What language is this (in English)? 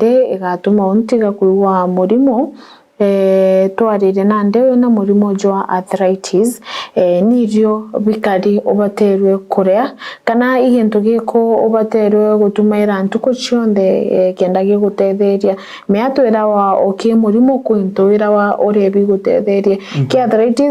Meru